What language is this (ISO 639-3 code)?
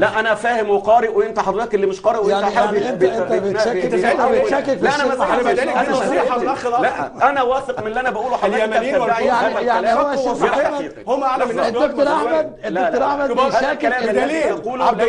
arz